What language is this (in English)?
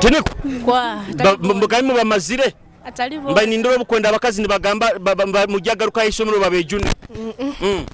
Nyoro